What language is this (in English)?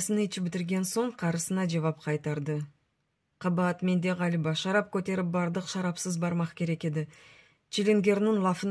Crimean Tatar